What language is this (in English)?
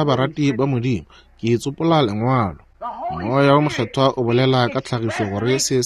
Northern Sotho